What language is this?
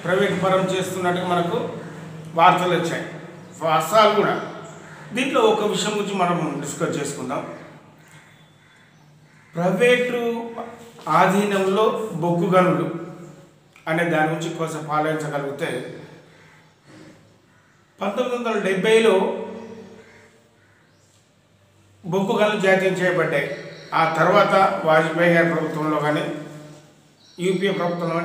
Telugu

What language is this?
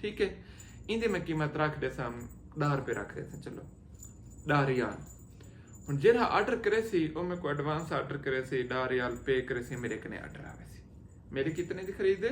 Saraiki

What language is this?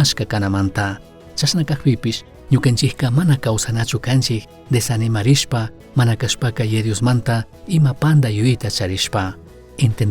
Chimborazo Highland Quichua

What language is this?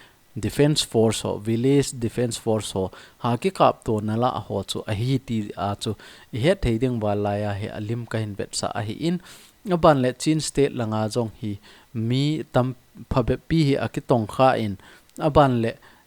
Thado Chin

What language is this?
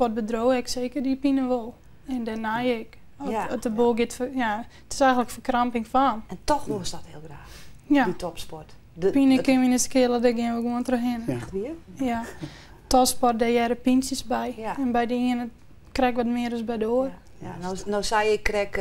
Western Frisian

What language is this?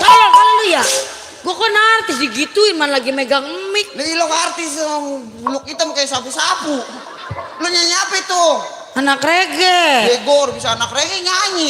Betawi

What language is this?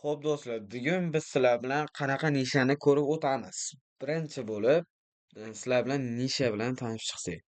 Uzbek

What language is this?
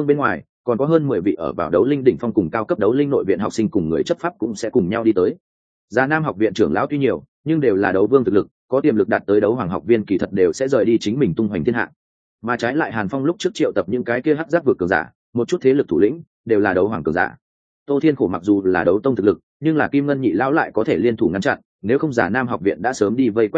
Vietnamese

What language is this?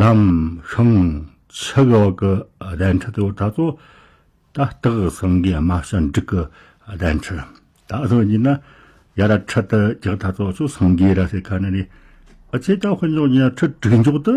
Tibetan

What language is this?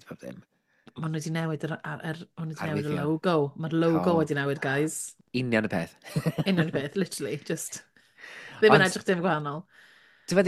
Welsh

